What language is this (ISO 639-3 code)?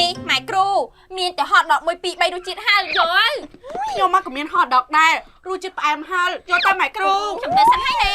khm